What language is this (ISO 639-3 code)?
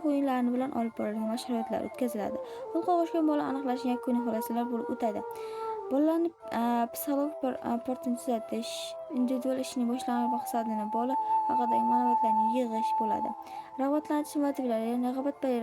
uzb